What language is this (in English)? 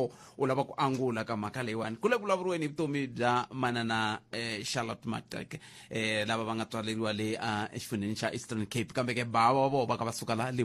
Tsonga